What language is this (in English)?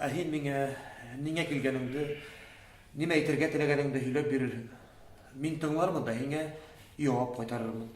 Bashkir